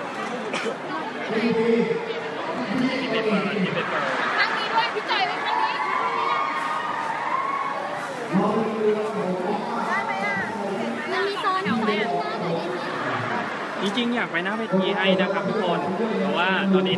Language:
Thai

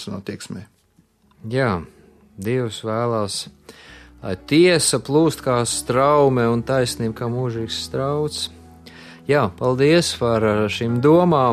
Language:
Latvian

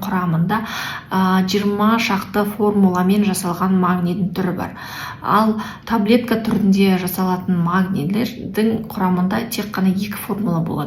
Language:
Kazakh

